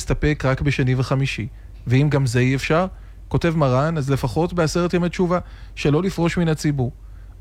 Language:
Hebrew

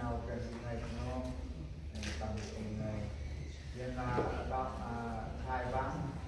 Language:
Central Mnong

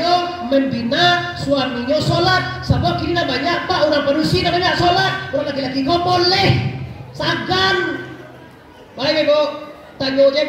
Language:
Minangkabau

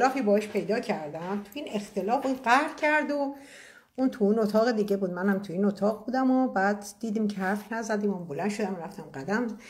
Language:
Persian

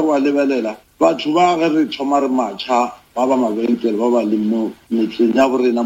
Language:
Northern Sotho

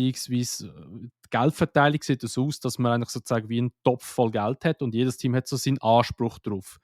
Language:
Swiss German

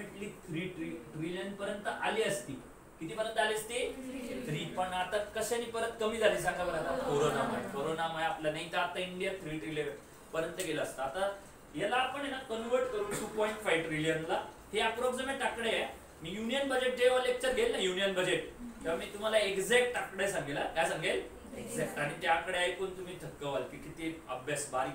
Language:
Marathi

